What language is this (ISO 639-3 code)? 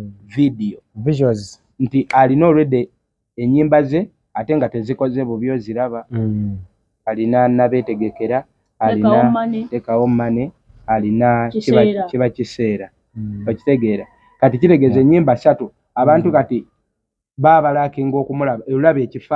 lug